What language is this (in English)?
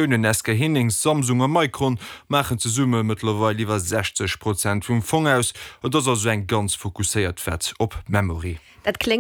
Luxembourgish